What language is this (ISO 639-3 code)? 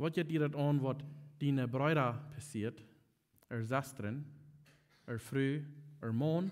pdt